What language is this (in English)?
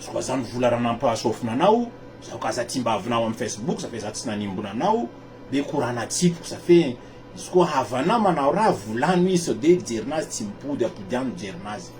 Malagasy